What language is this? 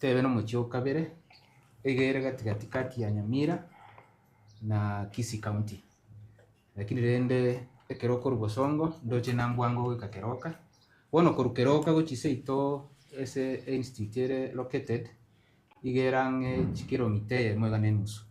Gusii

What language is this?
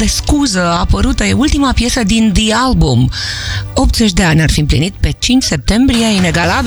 Romanian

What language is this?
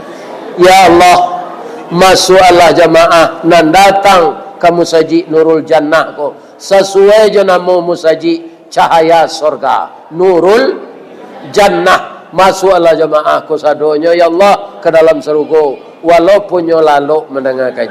Minangkabau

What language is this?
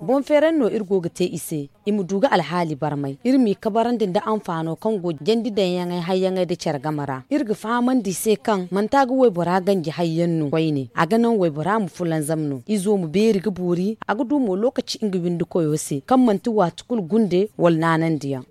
Zarma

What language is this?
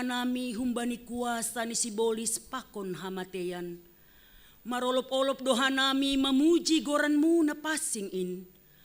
Batak Simalungun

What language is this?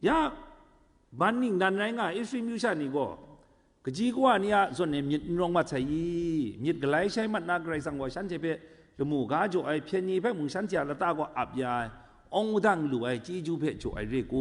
Kachin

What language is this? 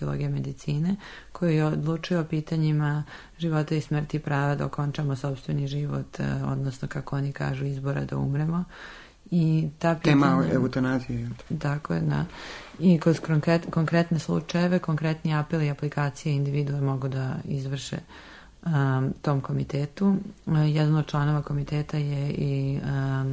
Serbian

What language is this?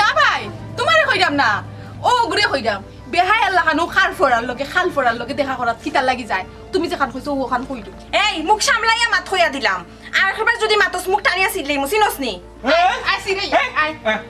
Sylheti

